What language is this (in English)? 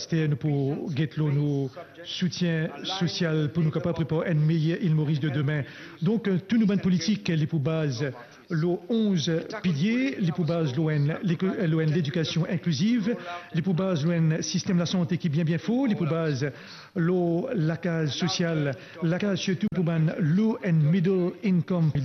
Morisyen